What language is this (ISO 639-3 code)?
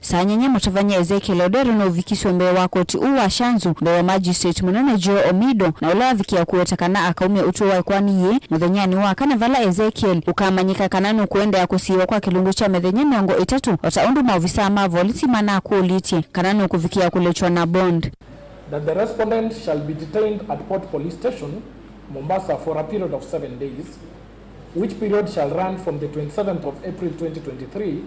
kam